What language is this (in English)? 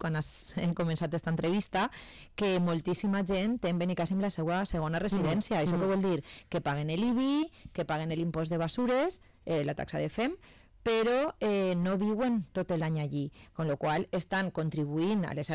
Catalan